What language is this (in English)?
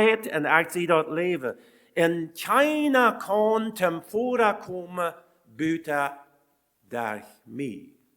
Plautdietsch